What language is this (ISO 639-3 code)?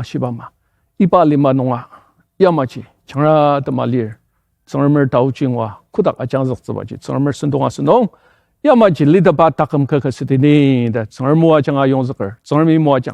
njo